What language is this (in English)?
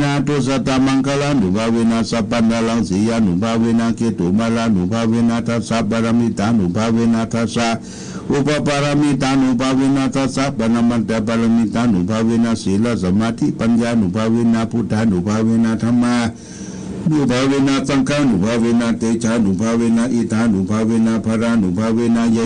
Pali